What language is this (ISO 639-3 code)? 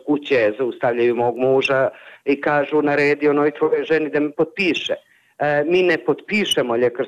bos